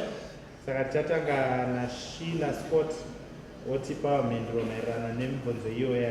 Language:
Shona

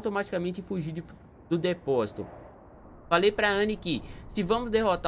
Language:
Portuguese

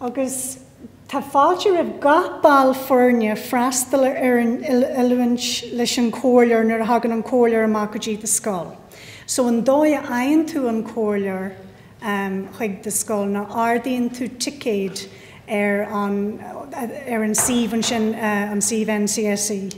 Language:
Irish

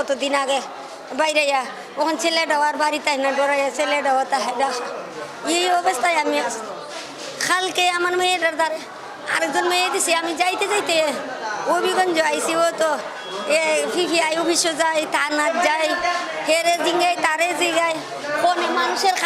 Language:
Sylheti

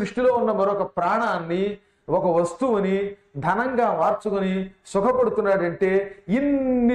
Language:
Telugu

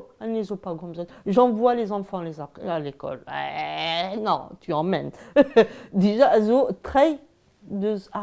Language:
Breton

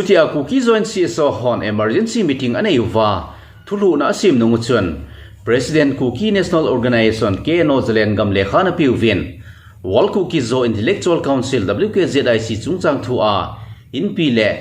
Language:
Thado Chin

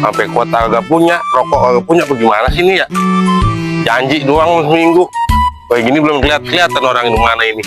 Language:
Betawi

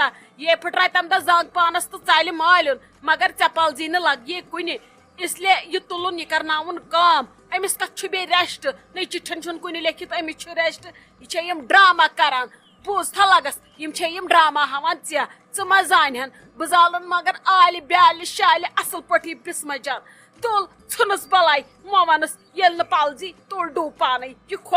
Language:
Kashmiri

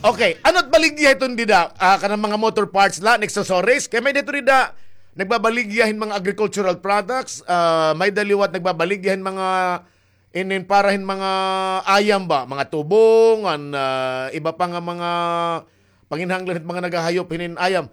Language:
Waray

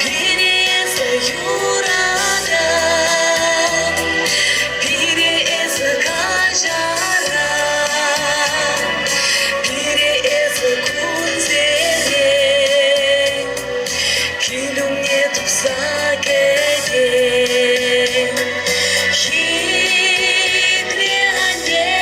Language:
Chuvash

